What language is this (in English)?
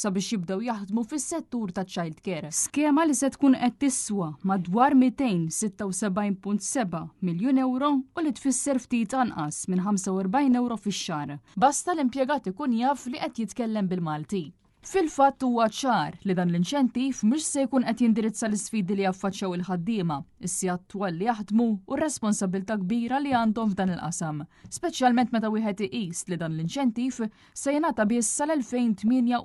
Maltese